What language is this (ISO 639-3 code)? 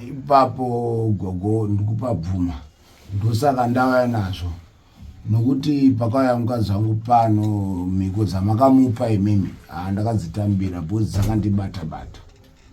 sna